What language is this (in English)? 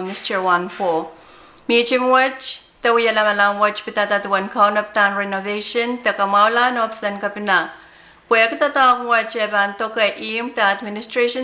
Pohnpeian